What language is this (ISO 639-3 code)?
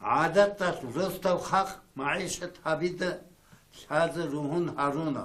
ava